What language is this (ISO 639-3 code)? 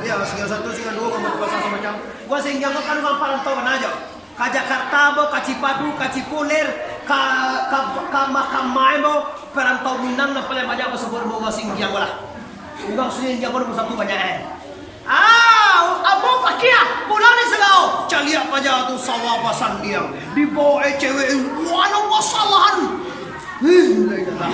min